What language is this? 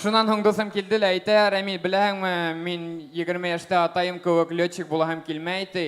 Bashkir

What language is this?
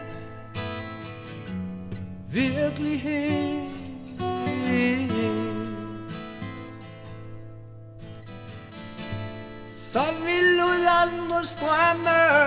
Danish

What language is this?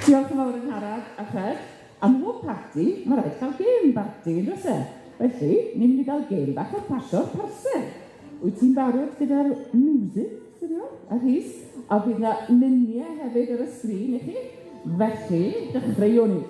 Welsh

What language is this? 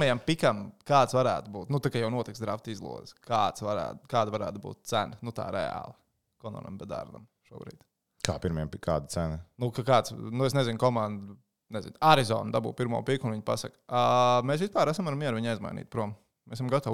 Latvian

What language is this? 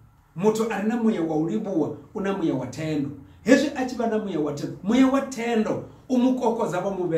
Venda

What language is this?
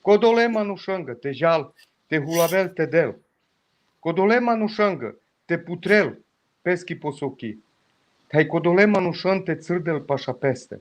Balkan Romani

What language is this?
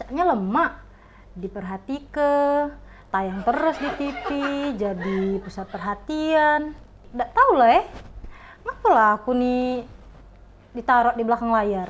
Musi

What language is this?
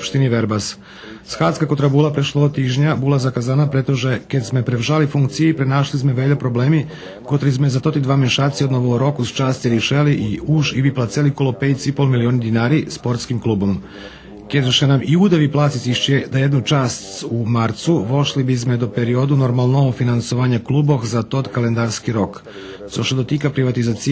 Rusyn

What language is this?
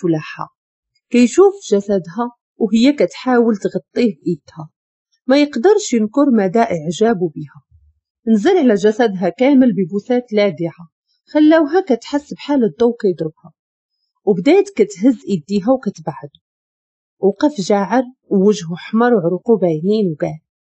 Moroccan Arabic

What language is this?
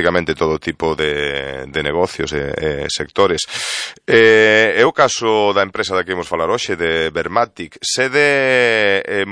Galician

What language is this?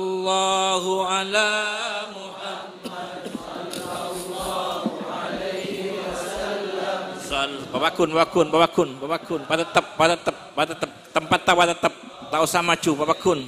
Madurese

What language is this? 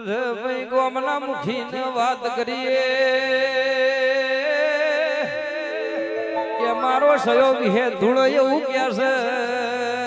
Gujarati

